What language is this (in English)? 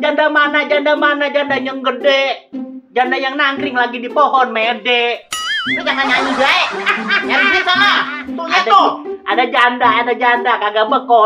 Betawi